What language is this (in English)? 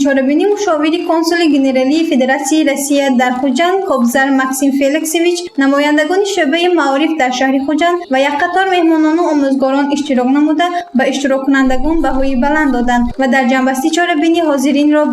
Tajik